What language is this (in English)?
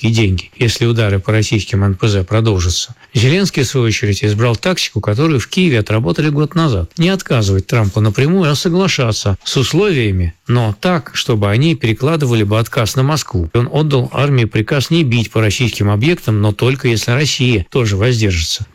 Russian